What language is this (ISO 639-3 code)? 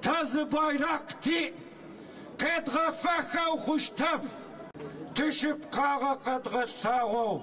ady